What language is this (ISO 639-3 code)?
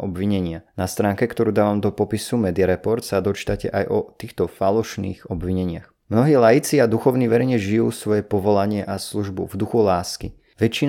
slk